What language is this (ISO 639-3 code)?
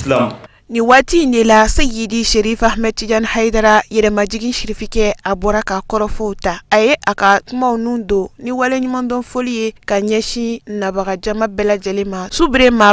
bam